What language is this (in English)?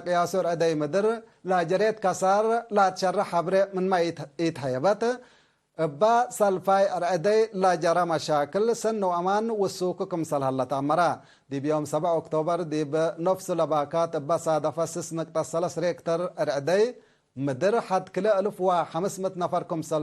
Tigre